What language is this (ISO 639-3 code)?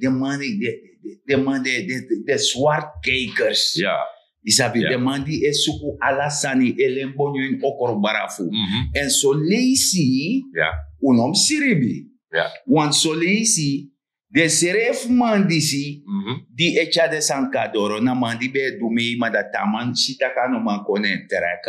srn